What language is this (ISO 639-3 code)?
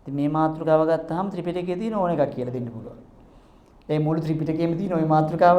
sin